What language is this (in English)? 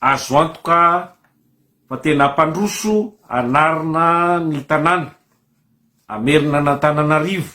Malagasy